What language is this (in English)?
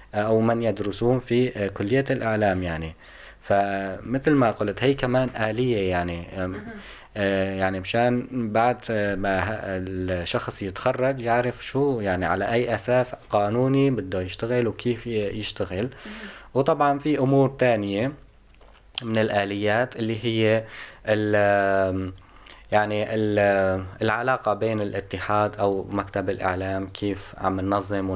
North Levantine Arabic